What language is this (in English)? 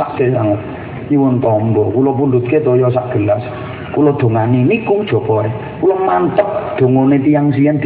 Javanese